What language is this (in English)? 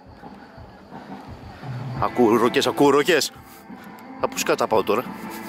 Greek